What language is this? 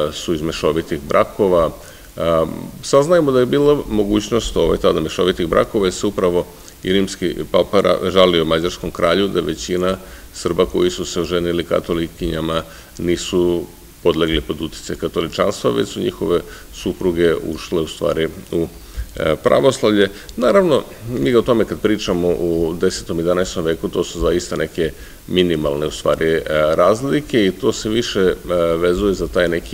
Serbian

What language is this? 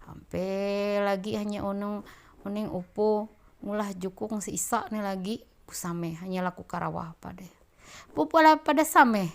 Ma'anyan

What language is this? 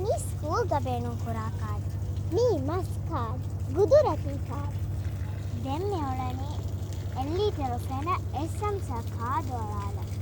Divehi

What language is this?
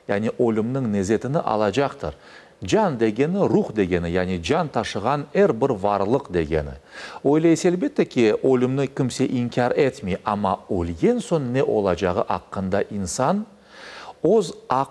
Crimean Tatar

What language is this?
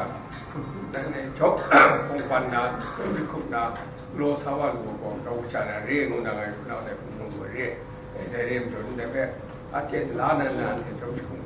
Kachin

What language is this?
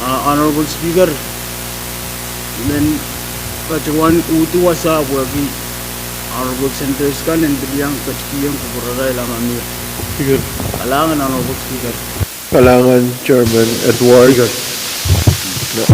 Pohnpeian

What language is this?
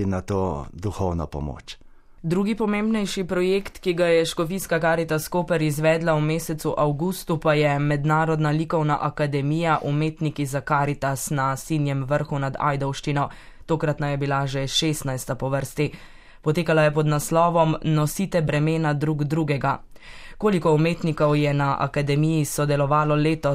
Slovenian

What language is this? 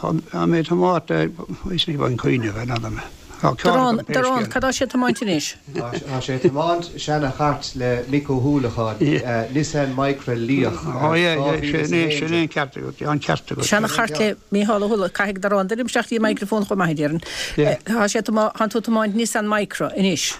Irish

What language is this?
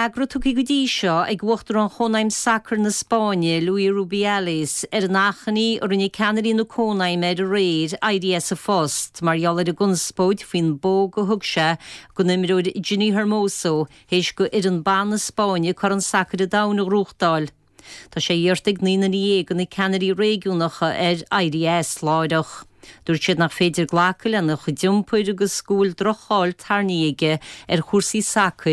Irish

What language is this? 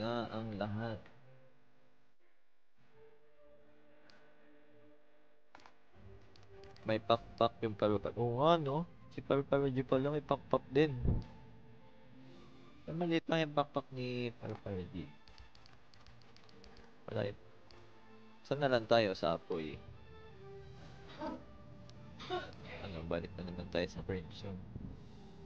Filipino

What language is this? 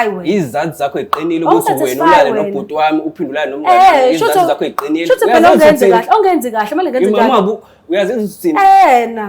Zulu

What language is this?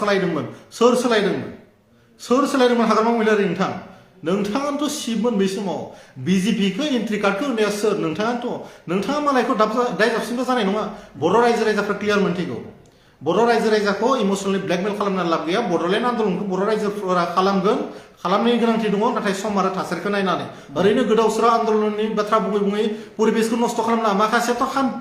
Bodo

